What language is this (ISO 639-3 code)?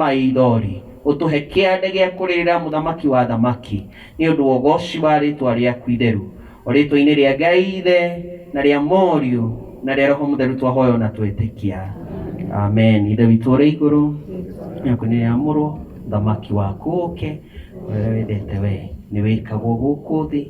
kik